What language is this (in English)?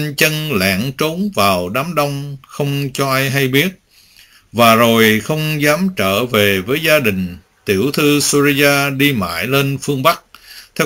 Vietnamese